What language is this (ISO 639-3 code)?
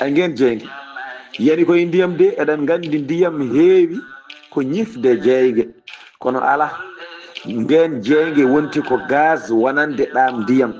ful